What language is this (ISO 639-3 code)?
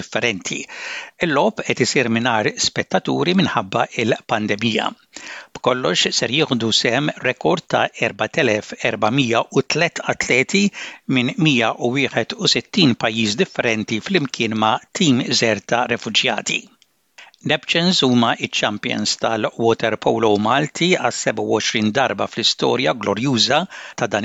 mlt